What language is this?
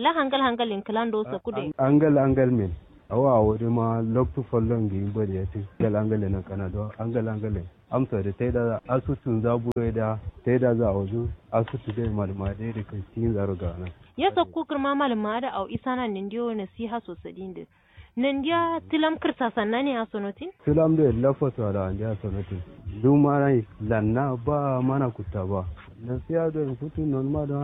Kanuri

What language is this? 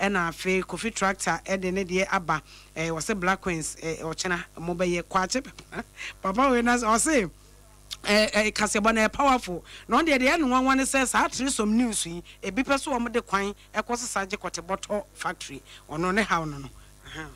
Akan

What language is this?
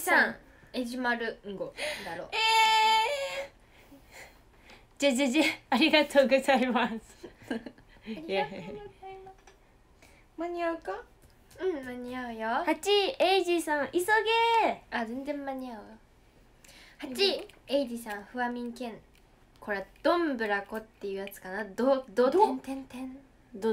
Japanese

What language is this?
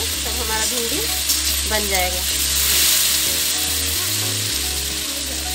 Hindi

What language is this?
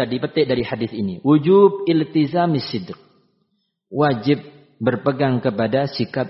Indonesian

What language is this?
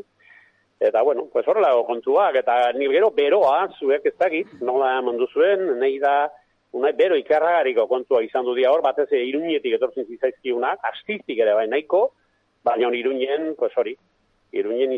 Basque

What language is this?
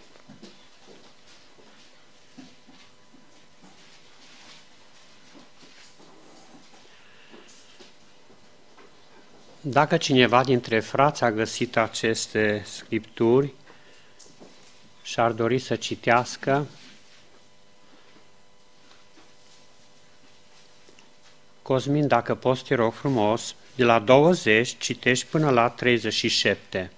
Romanian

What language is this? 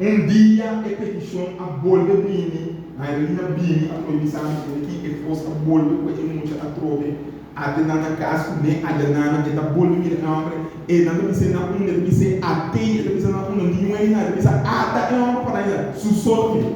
Papiamento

